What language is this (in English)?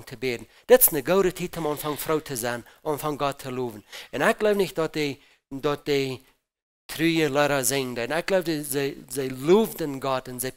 Plautdietsch